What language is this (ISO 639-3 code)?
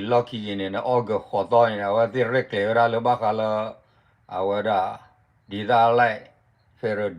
ksw